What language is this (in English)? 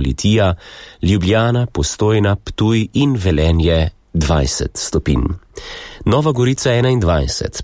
Slovenian